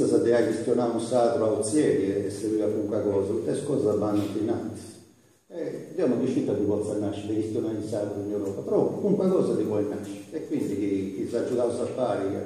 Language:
Sardinian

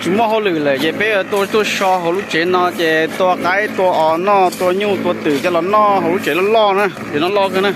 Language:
Hmong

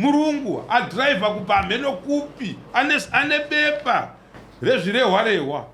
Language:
Shona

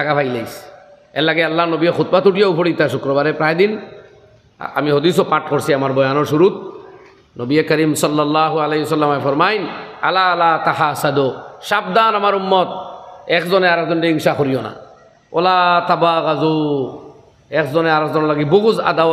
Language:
Sylheti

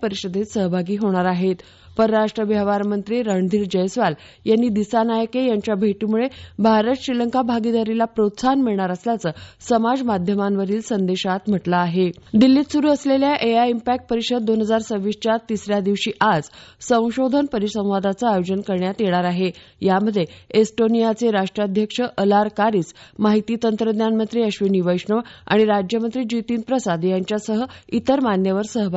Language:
Marathi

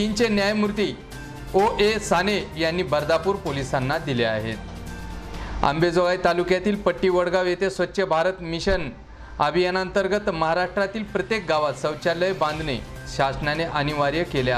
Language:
Marathi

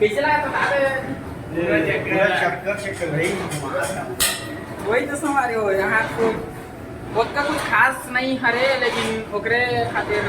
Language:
Chhattisgarhi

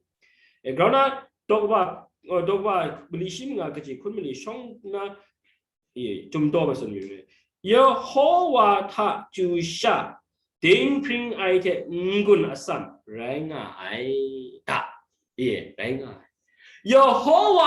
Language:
Kachin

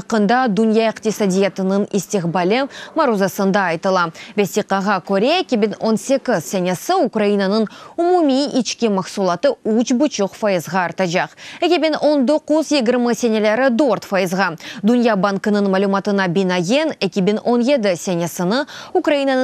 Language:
Crimean Tatar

